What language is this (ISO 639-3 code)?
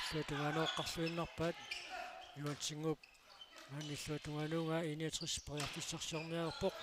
kal